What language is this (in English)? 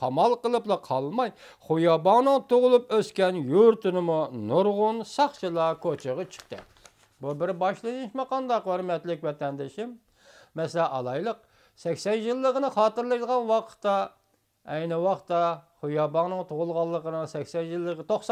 Uyghur